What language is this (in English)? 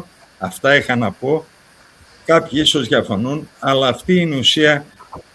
Greek